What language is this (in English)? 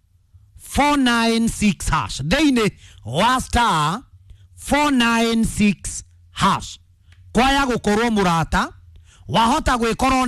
Kikuyu